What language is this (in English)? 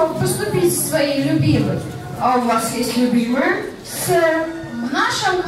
Russian